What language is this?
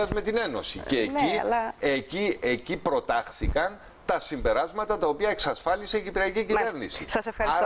Greek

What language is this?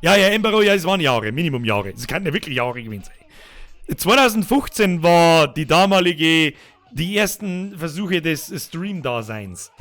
Bavarian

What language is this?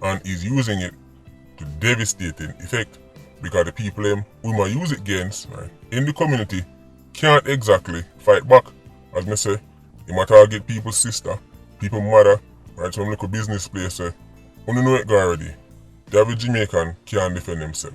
Jamaican Creole English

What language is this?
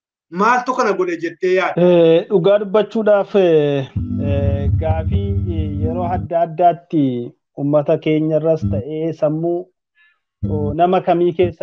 Oromo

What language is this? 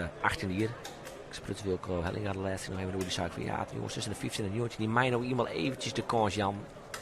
Western Frisian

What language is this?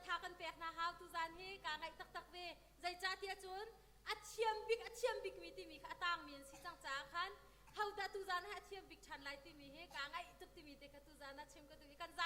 Hakha Chin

